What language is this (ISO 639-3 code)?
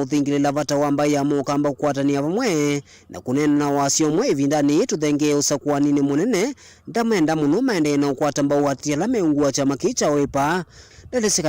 kam